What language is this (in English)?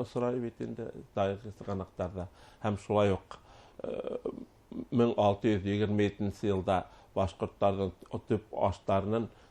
Bashkir